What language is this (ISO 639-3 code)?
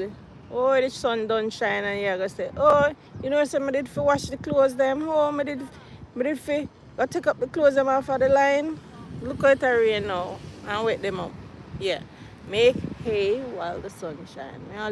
jam